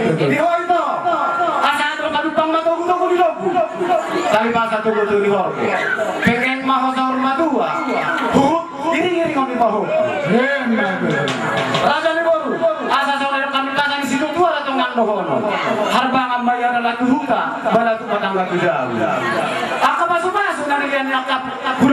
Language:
Batak Toba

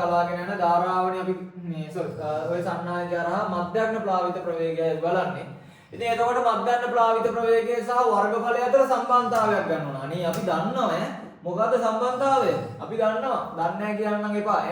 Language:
Sinhala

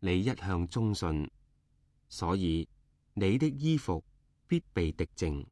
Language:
Cantonese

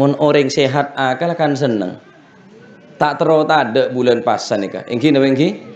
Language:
Madurese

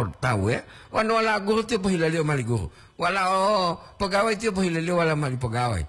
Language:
Gorontalo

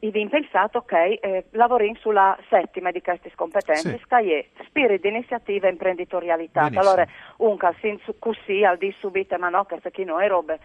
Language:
Friulian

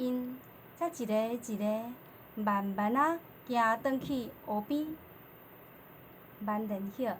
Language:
Min Nan Chinese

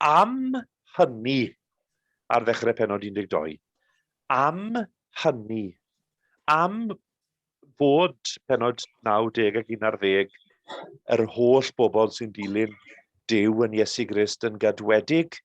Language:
Welsh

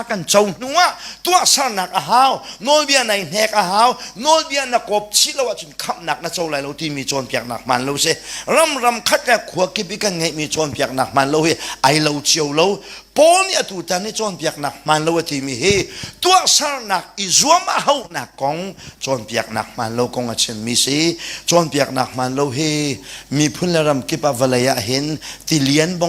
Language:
Hakha Chin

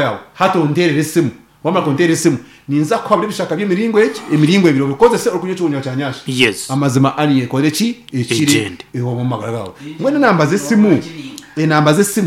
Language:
Nyankole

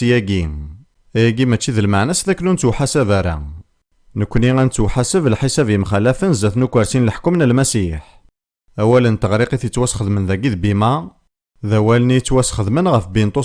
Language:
Kabyle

